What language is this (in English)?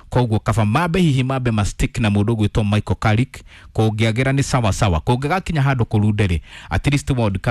Kikuyu